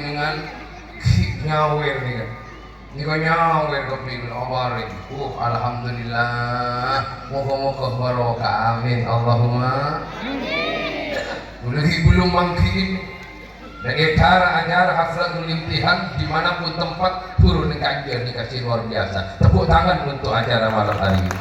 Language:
Madurese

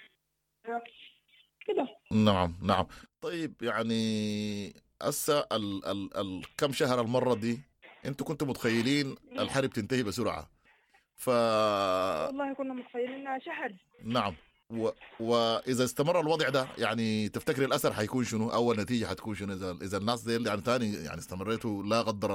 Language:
Sudanese Arabic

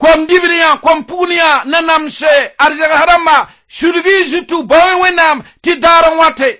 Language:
Mossi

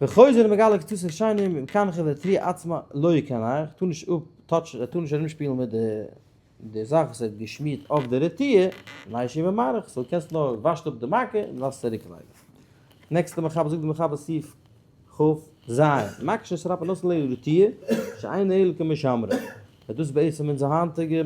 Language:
Yiddish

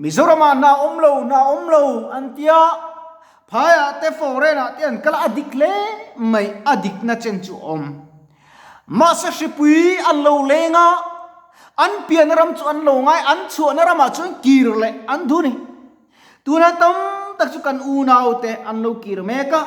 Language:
Mizo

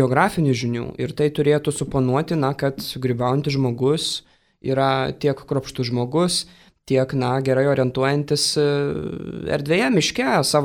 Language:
Lithuanian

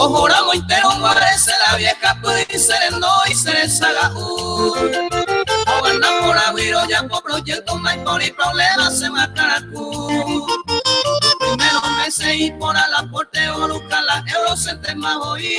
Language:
Guarani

